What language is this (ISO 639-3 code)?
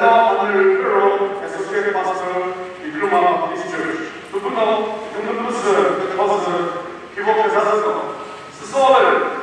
nri